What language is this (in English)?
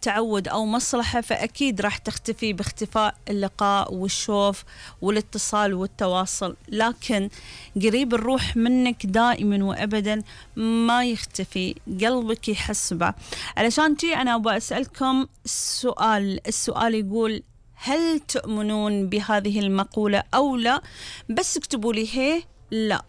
Gulf Arabic